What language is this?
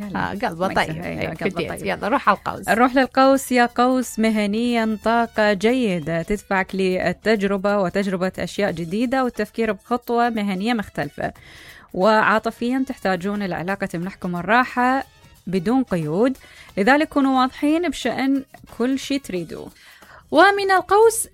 Mesopotamian Arabic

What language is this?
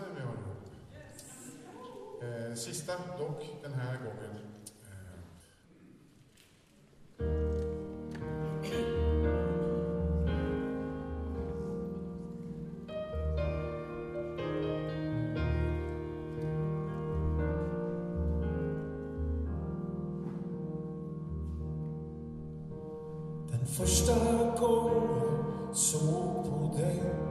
Swedish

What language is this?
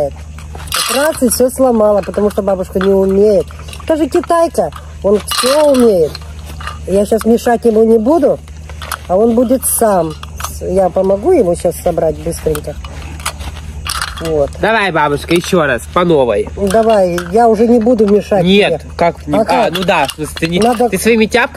Russian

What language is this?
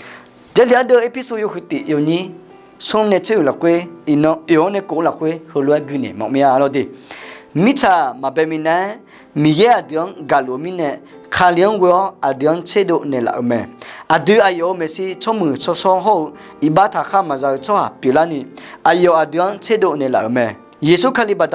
Akha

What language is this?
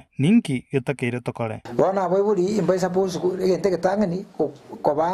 Gusii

